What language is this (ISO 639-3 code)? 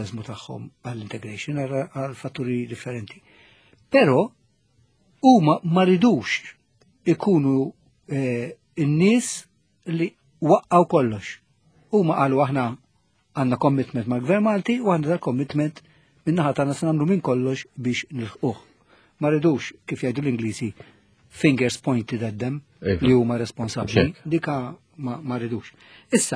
mlt